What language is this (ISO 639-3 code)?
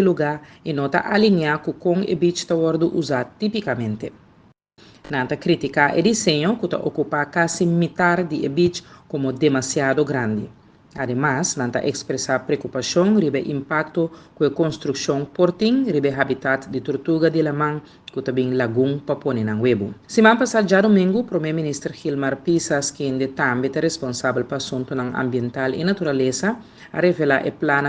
pap